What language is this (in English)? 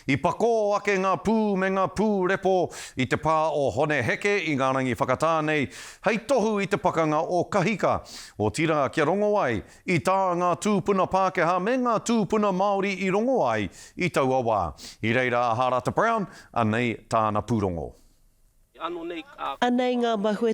Māori